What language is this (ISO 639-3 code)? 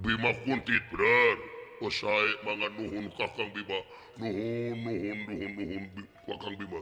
sun